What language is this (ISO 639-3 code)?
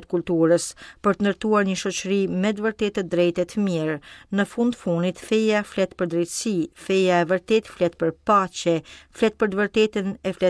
sqi